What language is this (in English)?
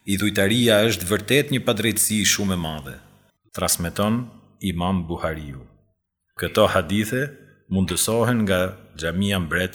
Albanian